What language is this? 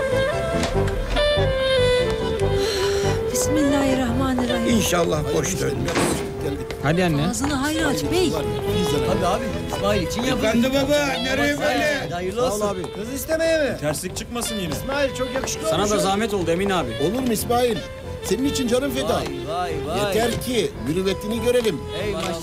Turkish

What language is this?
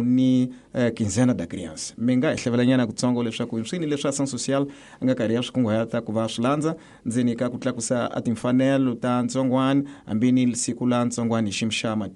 Tsonga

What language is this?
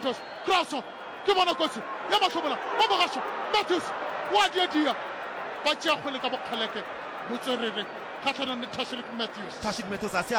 Northern Sotho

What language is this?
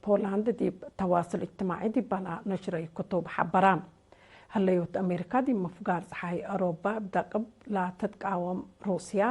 Tigre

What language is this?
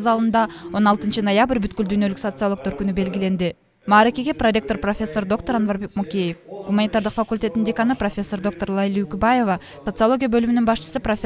Kyrgyz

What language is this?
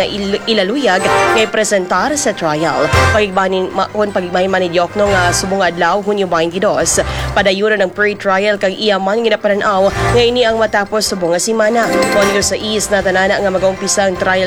Hiligaynon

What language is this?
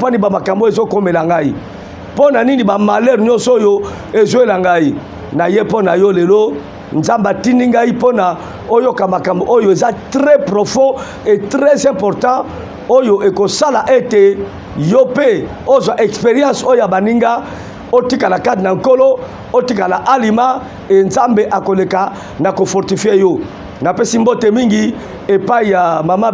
Lingala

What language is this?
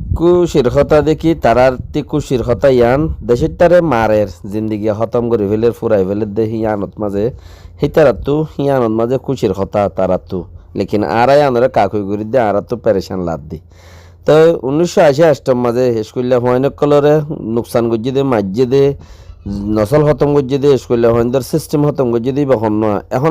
Rohingya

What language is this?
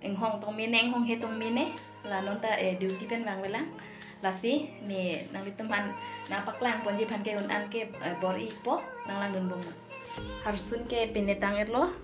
Karbi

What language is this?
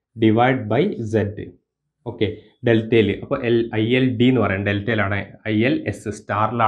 Malayalam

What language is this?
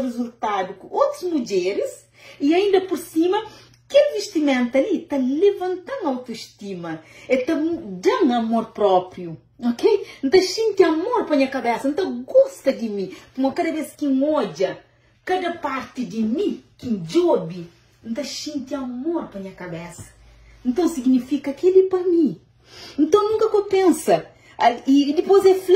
Kabuverdianu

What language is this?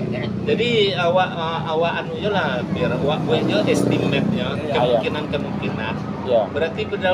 Minangkabau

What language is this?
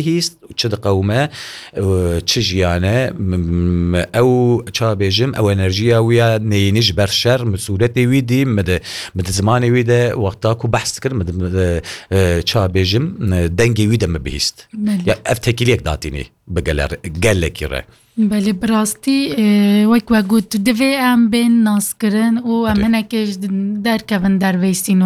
Kurdish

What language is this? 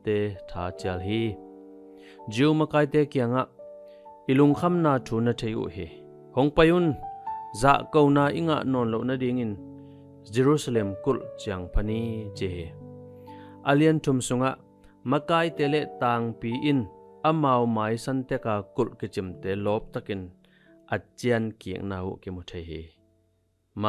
Tedim Chin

